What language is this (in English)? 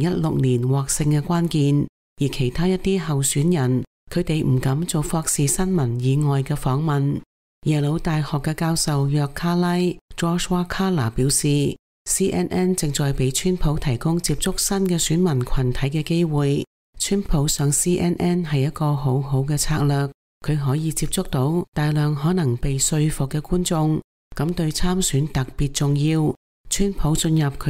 Cantonese